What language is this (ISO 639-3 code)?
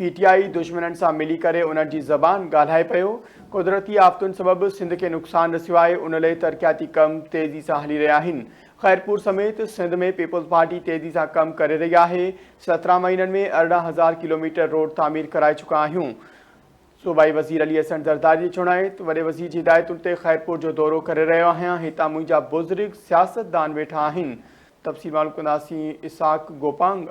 snd